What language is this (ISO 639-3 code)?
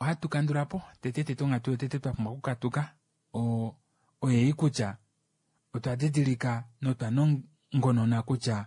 kua